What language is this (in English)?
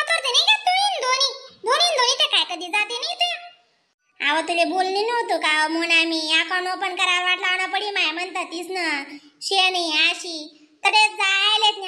Khandesi